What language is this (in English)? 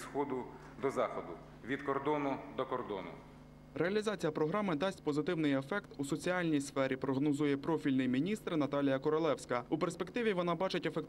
Ukrainian